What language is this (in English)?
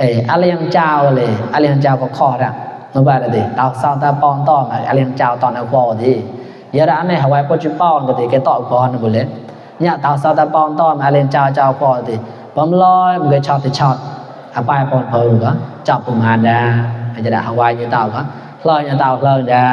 Mon